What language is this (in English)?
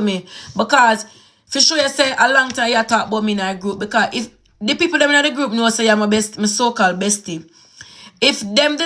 Jamaican Creole English